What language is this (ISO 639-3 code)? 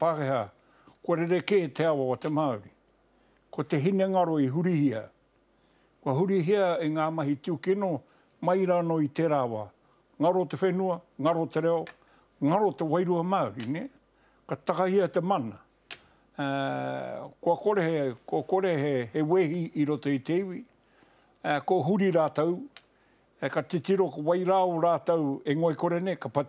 mri